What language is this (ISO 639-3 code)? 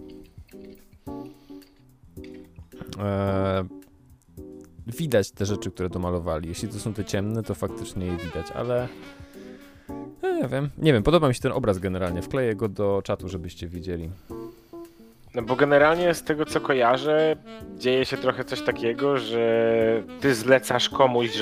pol